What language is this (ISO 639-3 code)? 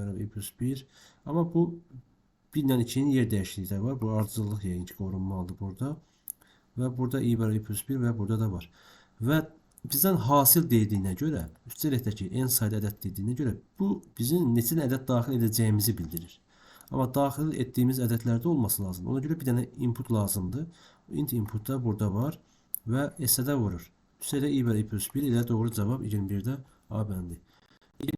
aze